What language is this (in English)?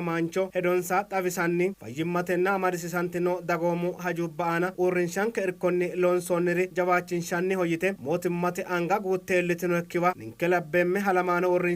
Sidamo